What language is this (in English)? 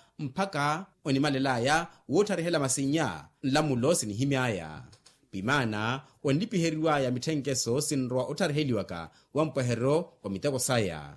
Makhuwa